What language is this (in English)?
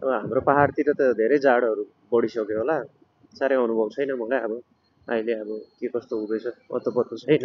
Nepali